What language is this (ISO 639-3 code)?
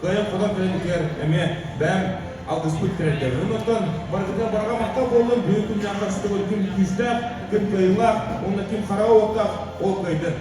sah